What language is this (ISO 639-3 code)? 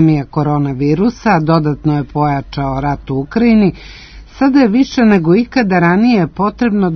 srp